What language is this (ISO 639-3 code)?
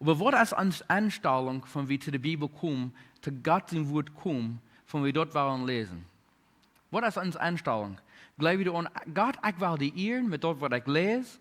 pdt